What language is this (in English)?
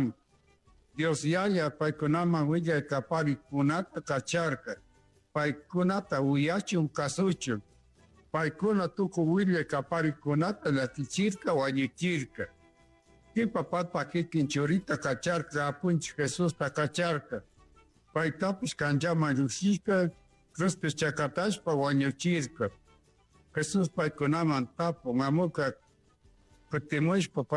Chimborazo Highland Quichua